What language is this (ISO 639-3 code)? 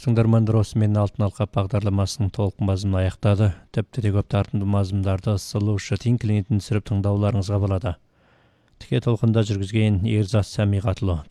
kaz